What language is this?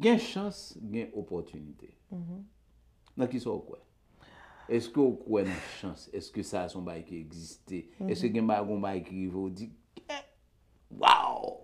Haitian Creole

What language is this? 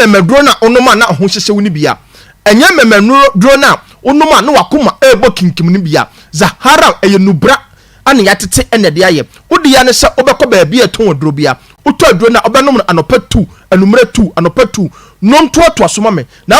Akan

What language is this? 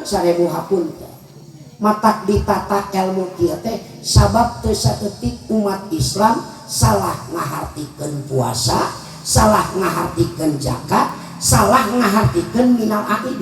Sundanese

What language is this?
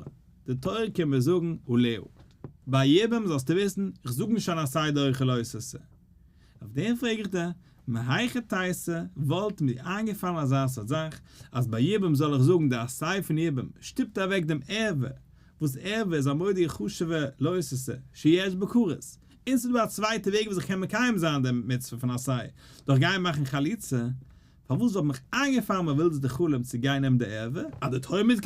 Yiddish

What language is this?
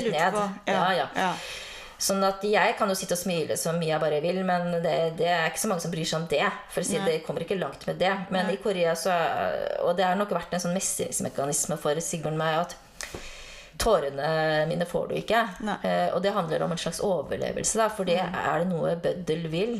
Norwegian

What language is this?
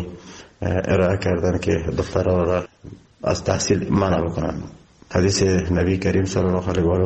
Persian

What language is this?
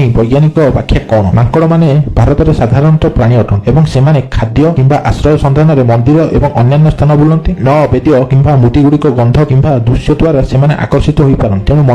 Odia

